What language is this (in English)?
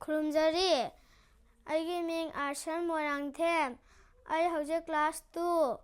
Manipuri